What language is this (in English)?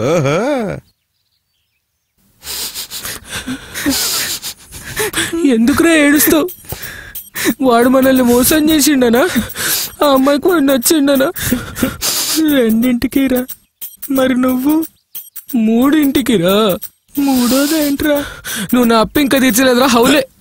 Telugu